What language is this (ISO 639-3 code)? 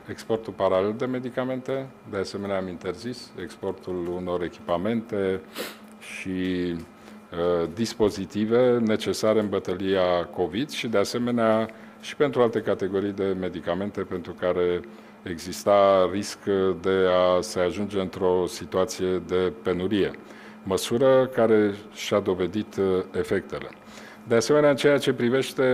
ron